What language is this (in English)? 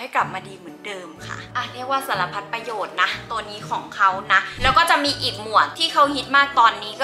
Thai